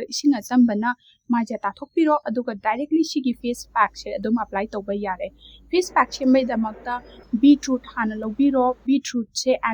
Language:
Manipuri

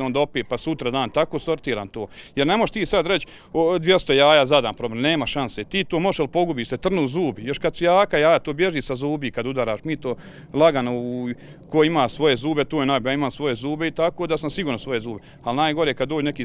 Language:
Bosnian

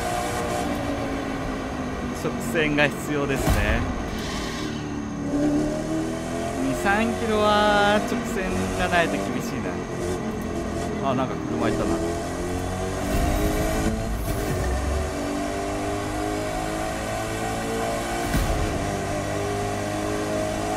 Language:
Japanese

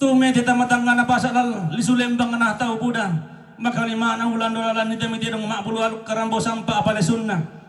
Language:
Toraja-Sa'dan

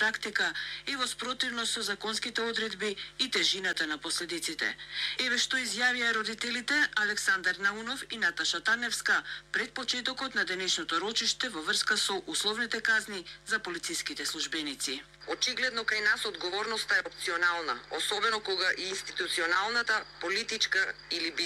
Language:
Macedonian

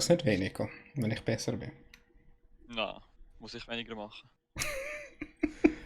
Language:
Swiss German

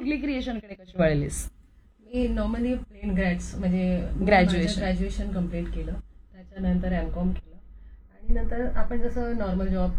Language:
Marathi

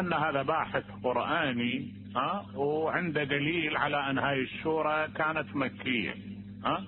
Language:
Mesopotamian Arabic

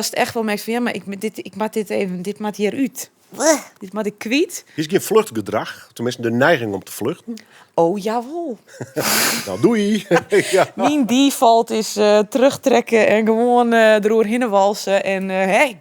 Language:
Western Frisian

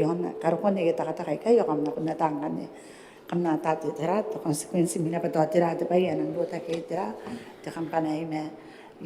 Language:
Gilbertese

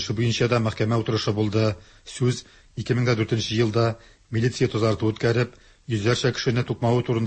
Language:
Tatar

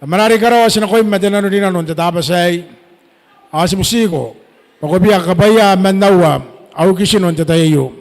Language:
Gilbertese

